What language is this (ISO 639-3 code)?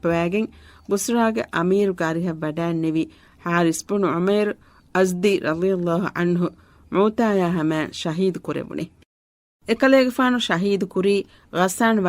div